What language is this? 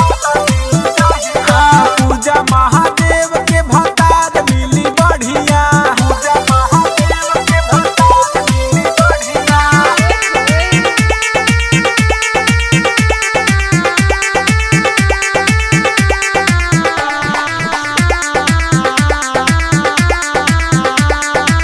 Bhojpuri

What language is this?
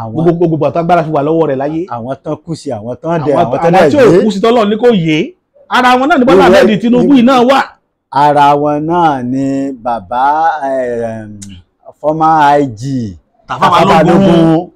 Yoruba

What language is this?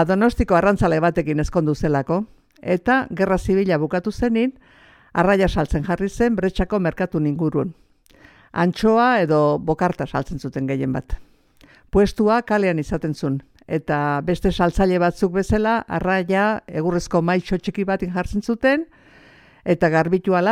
Basque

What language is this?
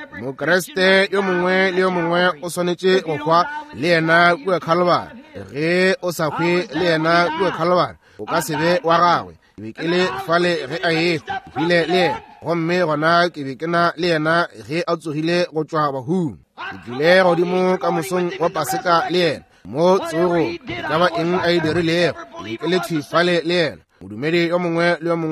Northern Sotho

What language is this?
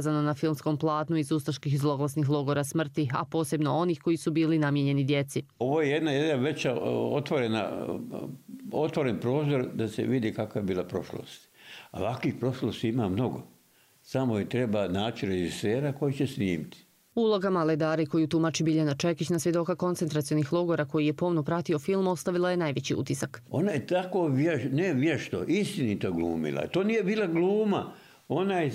Croatian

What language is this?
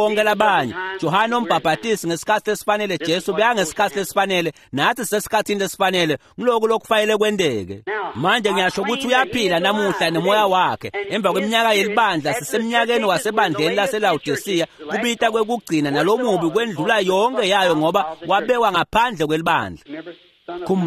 Swati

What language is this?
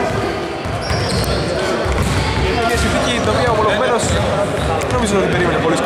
Greek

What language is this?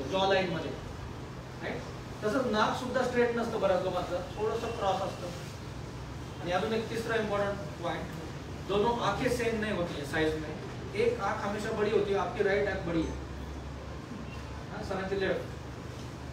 Marathi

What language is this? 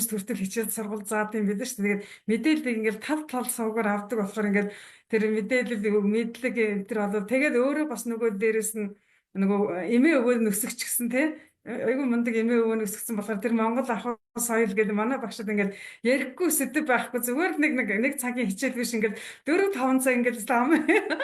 Mongolian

